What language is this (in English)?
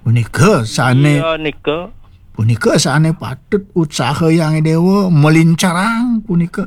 Balinese